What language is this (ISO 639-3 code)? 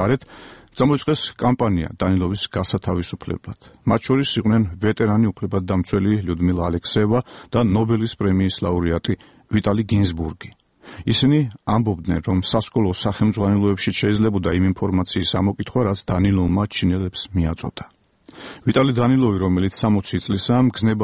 kat